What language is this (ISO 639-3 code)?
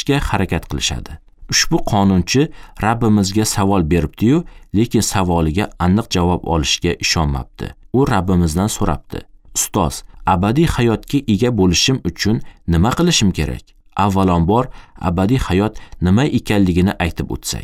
uzb